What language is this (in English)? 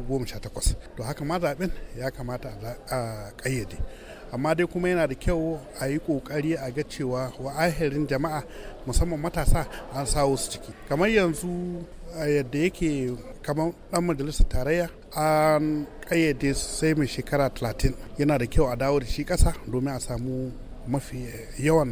Hausa